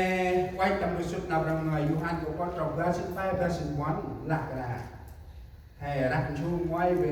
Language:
Central Mnong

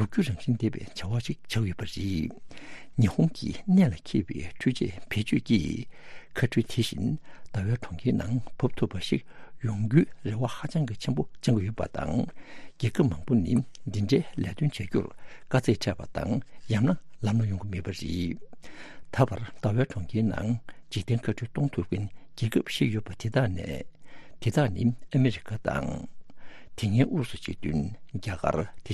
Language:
Tibetan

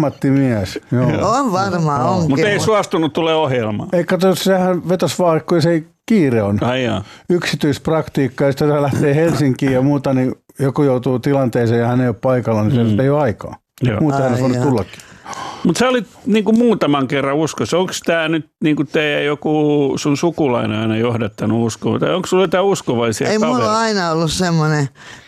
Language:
Finnish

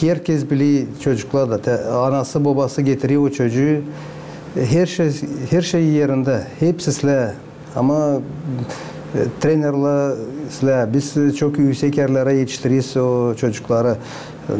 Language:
Gagauz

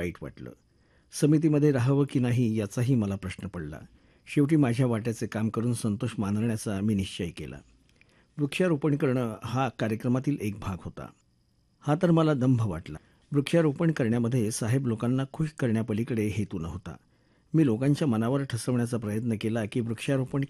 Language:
Marathi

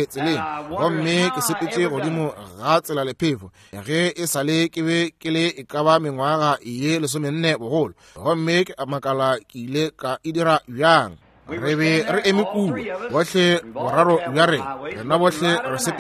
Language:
Northern Sotho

